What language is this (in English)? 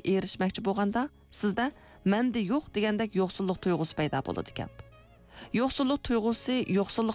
Uyghur